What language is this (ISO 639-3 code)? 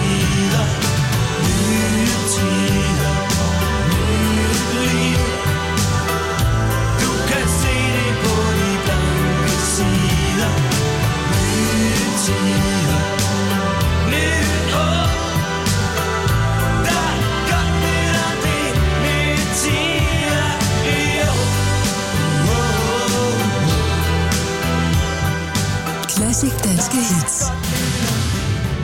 dan